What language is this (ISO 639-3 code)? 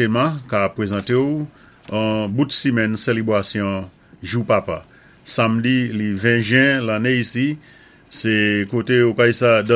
acf